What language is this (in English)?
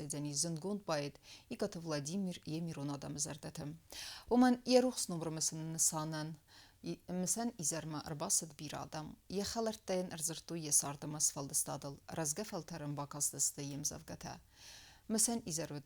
Ossetic